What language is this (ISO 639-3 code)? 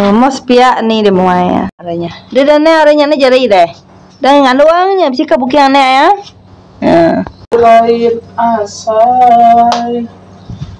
iba